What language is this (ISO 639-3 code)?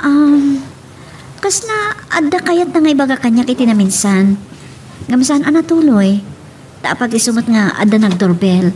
ilo